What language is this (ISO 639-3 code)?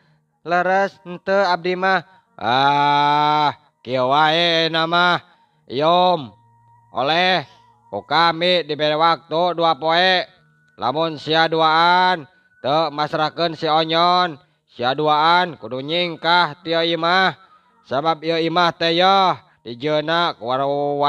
sun